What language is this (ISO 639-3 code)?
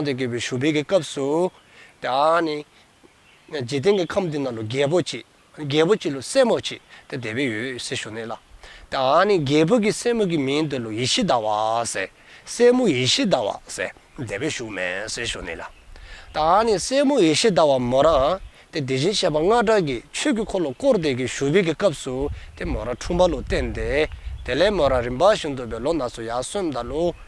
dzo